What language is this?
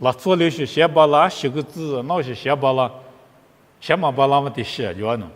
Lisu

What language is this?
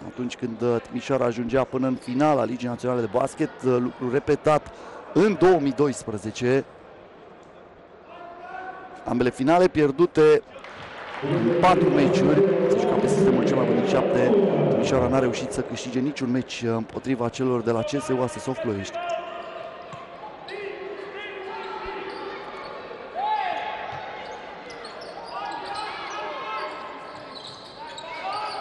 Romanian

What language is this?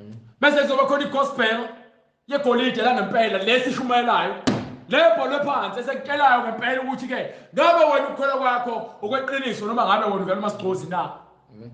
Zulu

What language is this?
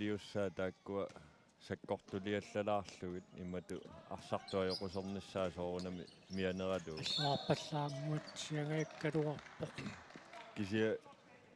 Kalaallisut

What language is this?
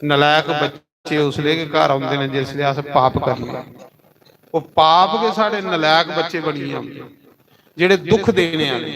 Dogri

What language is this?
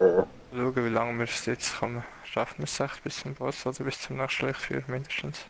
Swiss German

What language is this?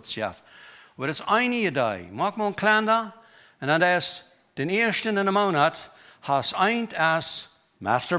Plautdietsch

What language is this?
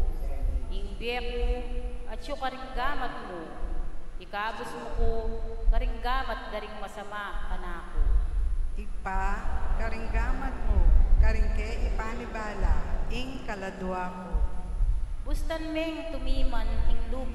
Pampanga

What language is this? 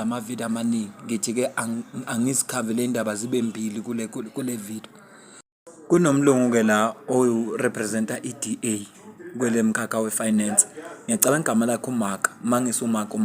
Zulu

